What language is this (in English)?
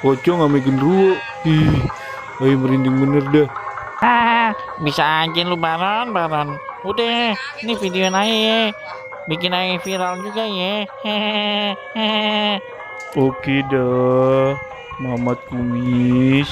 Betawi